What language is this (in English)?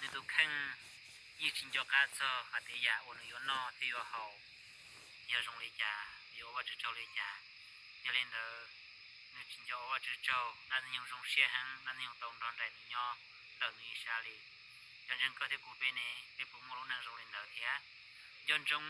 Hmong